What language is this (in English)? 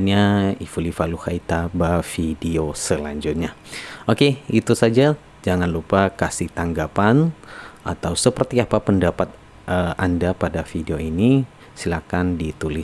Nias